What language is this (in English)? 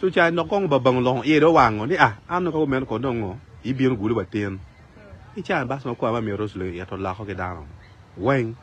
Acoli